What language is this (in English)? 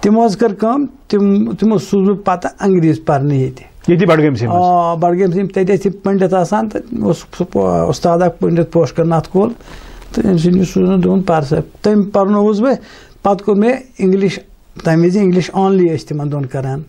Kashmiri